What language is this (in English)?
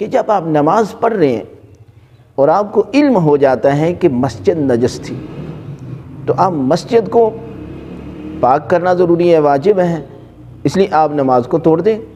Urdu